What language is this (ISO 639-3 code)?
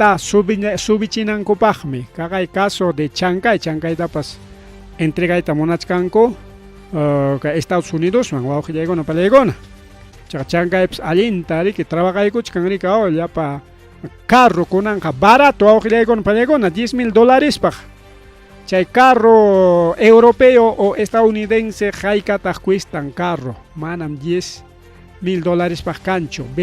quy